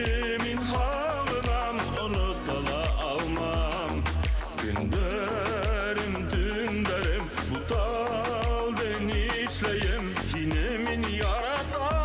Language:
Bashkir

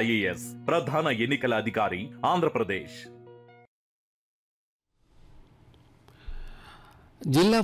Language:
Telugu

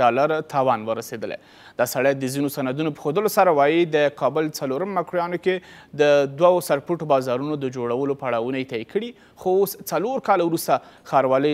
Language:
Pashto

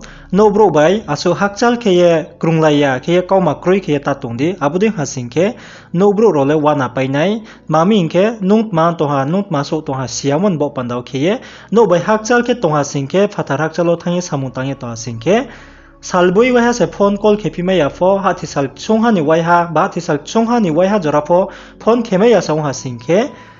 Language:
Riang (India)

